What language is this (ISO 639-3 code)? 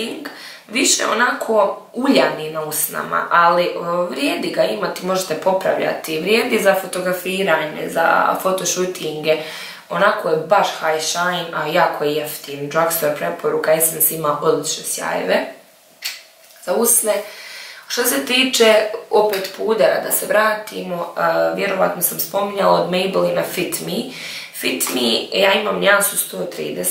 hrv